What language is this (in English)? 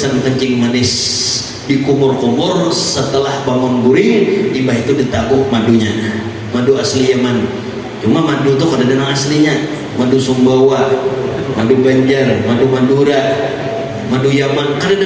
Banjar